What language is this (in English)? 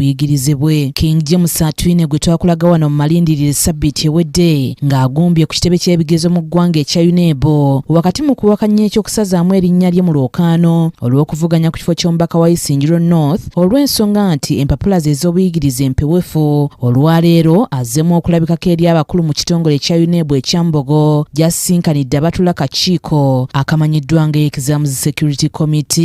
Ganda